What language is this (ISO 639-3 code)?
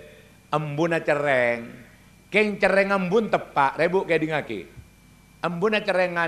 mad